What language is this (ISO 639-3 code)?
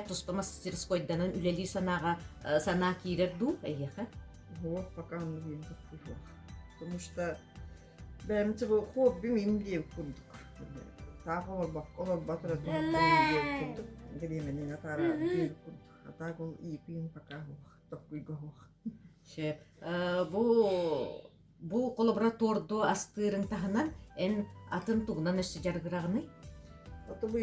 sah